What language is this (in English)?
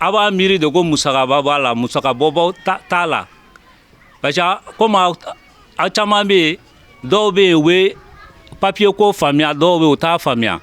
Bambara